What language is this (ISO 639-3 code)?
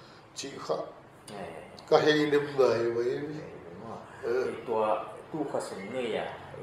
pck